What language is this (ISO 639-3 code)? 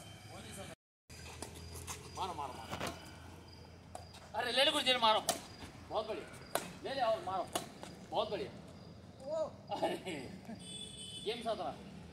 hin